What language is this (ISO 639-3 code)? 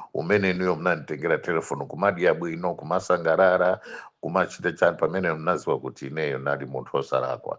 nya